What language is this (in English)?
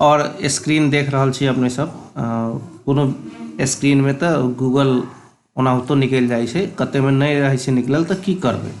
Maithili